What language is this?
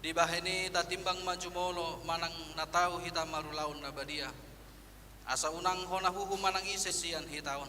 Batak Toba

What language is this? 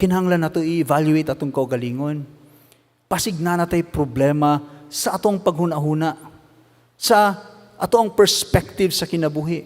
Cebuano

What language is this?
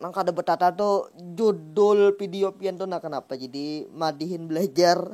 Banjar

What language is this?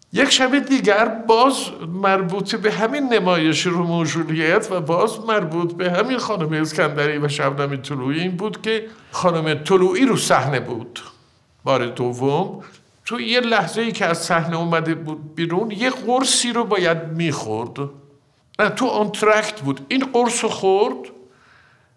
Persian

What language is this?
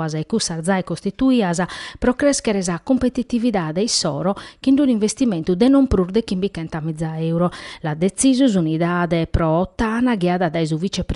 Sardinian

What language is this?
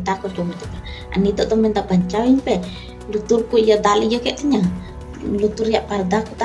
Santali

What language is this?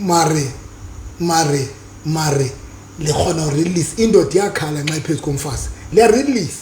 Southern Sotho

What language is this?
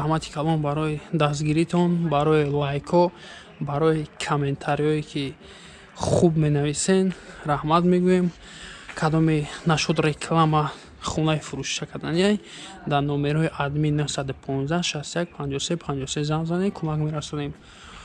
Tajik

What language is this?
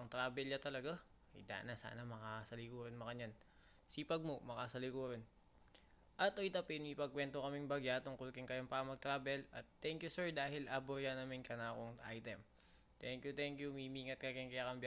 Pampanga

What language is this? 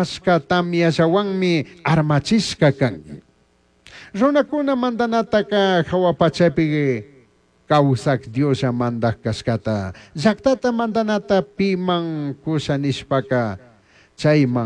Chimborazo Highland Quichua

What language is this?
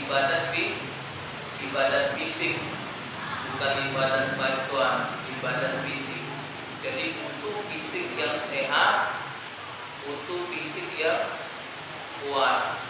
Musi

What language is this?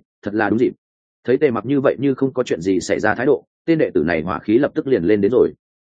Vietnamese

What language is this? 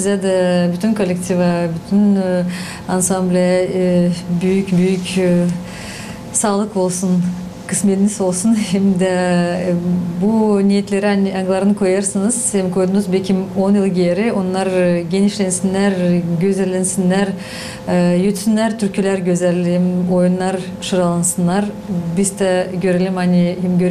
Gagauz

